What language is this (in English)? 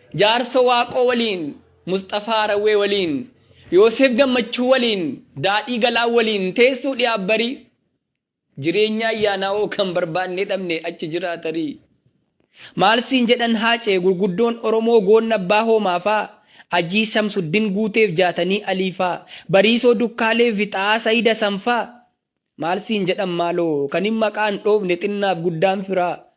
Oromo